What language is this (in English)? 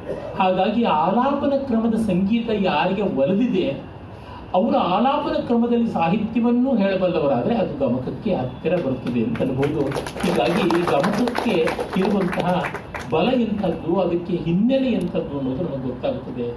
Kannada